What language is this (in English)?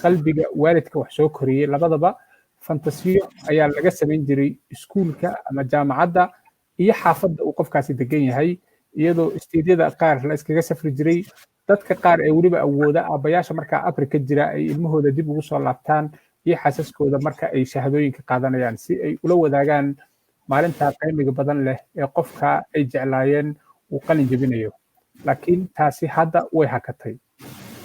Somali